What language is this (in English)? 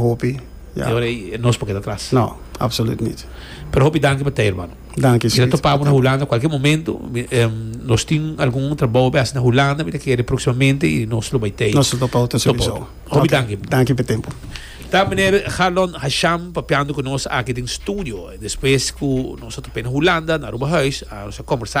Papiamento